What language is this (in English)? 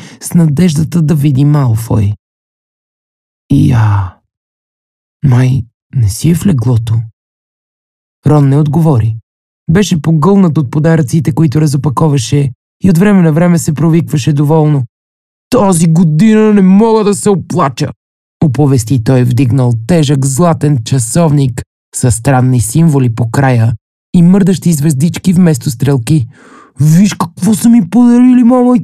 Bulgarian